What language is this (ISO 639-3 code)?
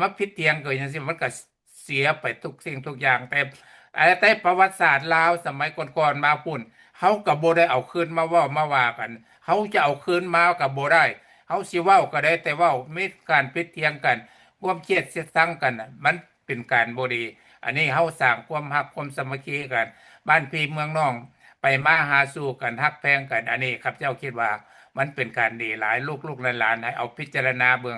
lao